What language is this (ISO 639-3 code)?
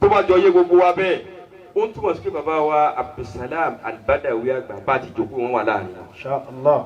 yor